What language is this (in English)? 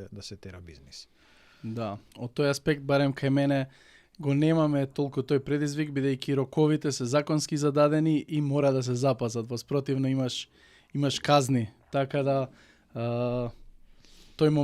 Macedonian